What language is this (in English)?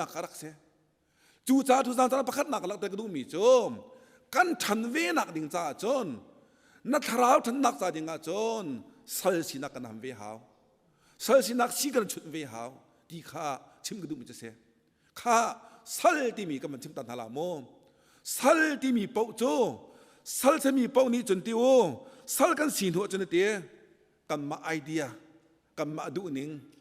Hakha Chin